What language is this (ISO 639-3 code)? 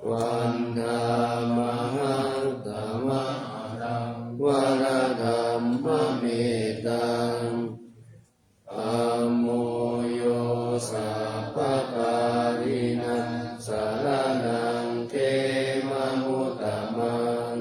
pli